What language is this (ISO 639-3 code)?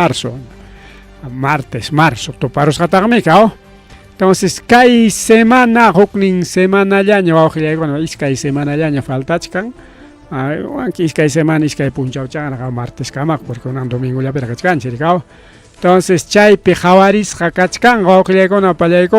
quy